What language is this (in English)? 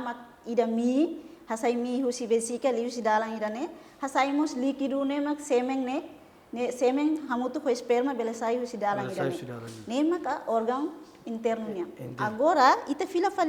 Tetum